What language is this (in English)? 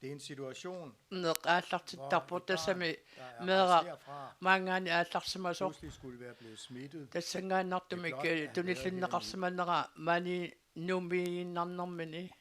Kalaallisut